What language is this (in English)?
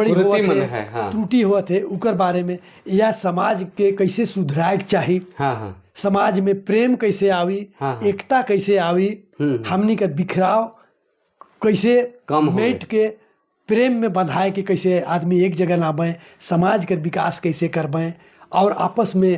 Sadri